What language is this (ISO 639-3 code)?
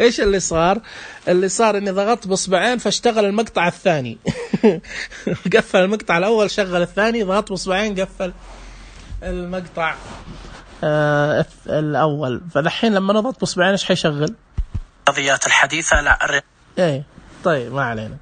ars